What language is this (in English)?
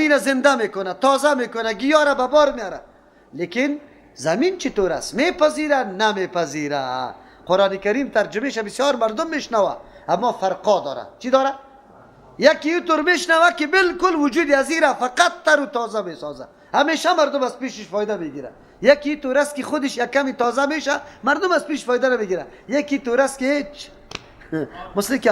Persian